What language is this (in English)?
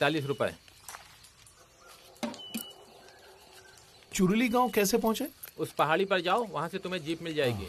Hindi